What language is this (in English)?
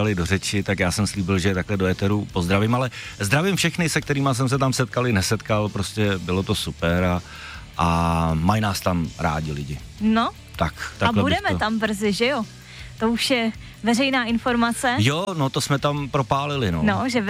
Czech